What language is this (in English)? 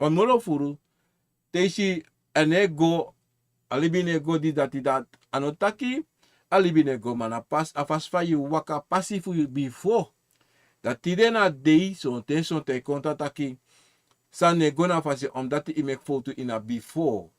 Sranan Tongo